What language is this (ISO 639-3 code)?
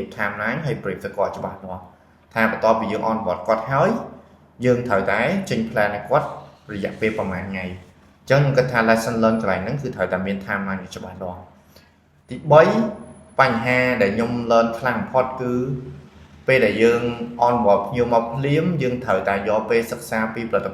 khm